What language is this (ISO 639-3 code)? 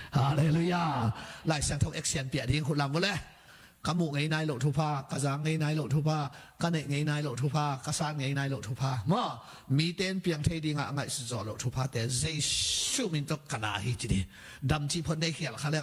ctd